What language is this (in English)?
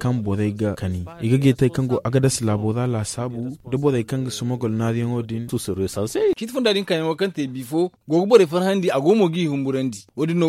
Zarma